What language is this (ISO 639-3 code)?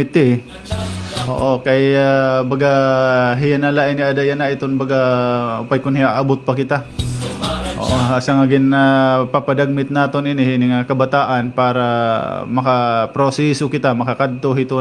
war